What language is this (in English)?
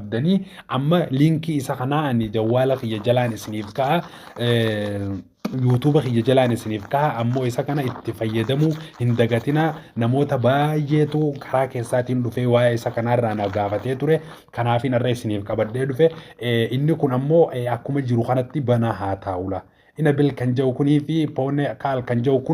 Oromo